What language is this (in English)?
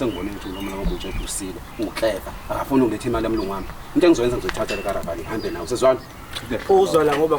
Zulu